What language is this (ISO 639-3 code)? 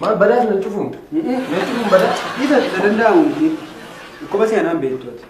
orm